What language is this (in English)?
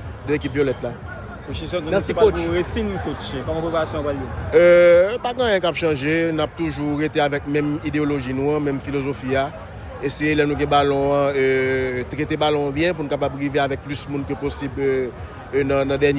Haitian Creole